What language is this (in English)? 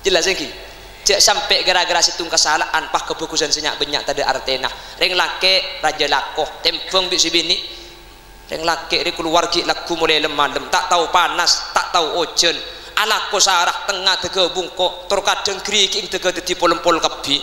Madurese